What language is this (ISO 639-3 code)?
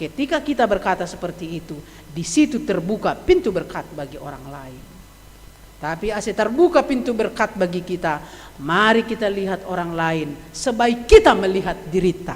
bts